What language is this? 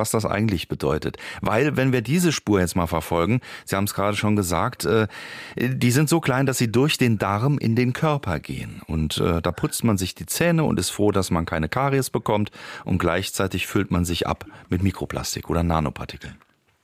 German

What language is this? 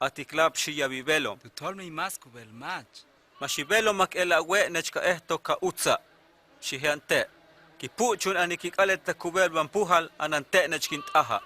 Huastec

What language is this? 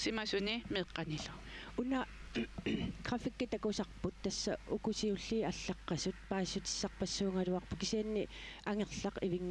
Kalaallisut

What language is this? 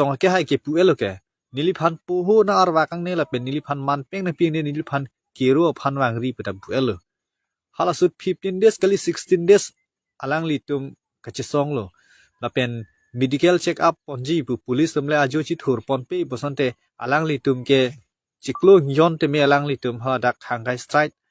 Karbi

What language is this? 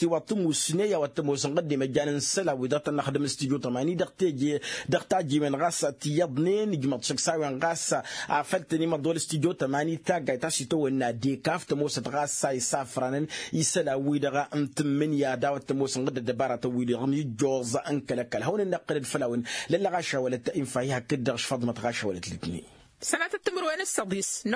Tamasheq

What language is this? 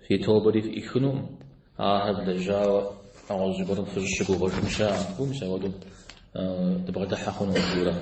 Kabardian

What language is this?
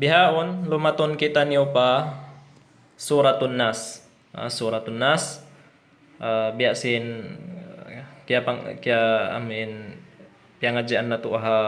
Tausug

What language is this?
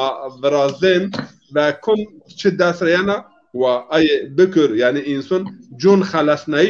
Zaza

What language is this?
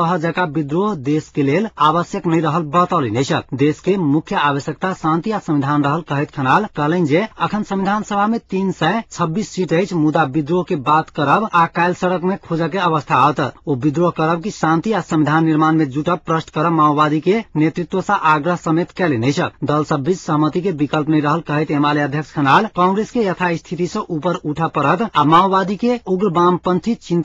Maithili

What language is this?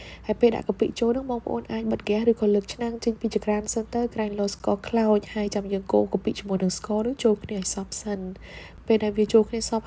Khmer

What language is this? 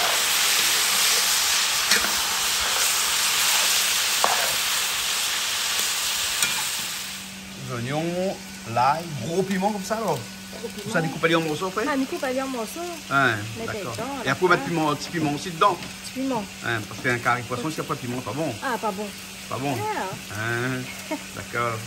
Réunion Creole French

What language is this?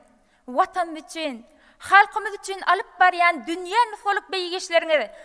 Turkmen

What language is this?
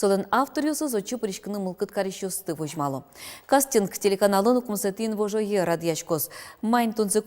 Udmurt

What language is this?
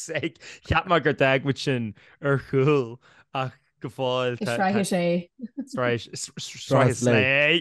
Irish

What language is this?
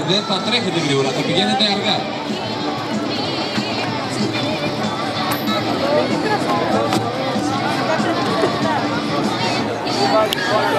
Greek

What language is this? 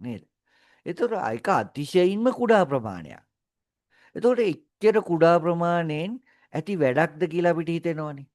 Sinhala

